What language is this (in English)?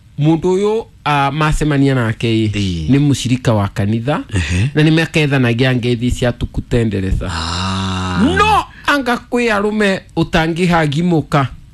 Kikuyu